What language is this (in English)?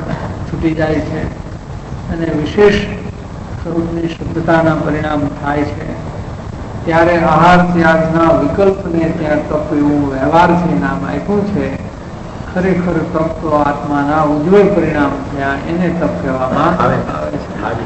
Gujarati